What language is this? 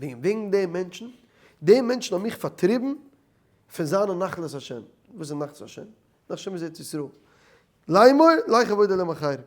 Yiddish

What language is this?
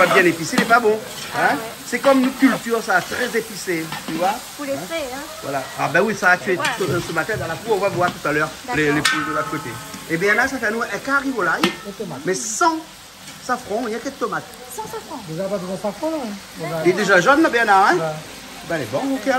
Réunion Creole French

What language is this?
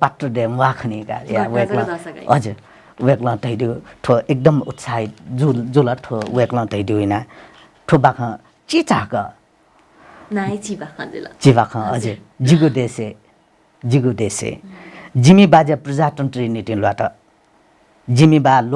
Newari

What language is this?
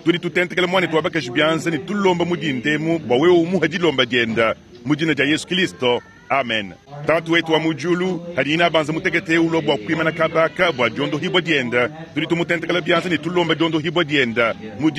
Luba-Lulua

